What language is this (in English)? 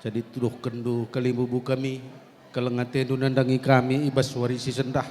Batak Karo